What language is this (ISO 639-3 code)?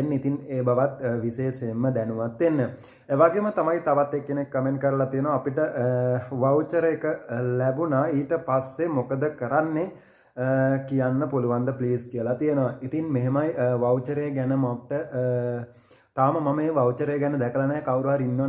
sin